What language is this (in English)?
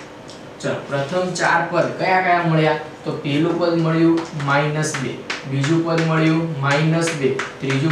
Gujarati